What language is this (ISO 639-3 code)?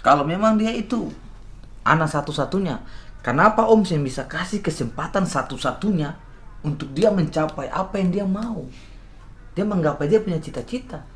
abs